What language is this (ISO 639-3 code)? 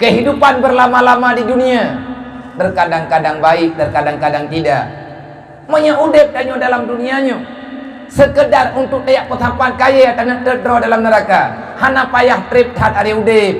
ace